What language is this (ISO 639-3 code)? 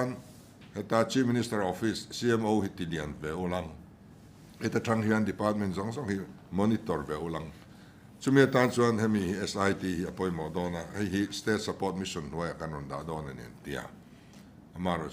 lus